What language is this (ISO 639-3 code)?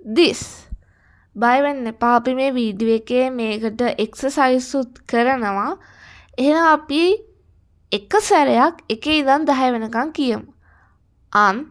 sin